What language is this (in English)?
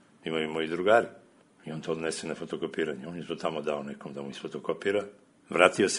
Serbian